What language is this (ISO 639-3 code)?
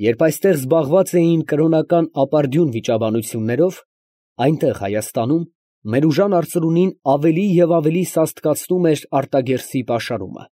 hye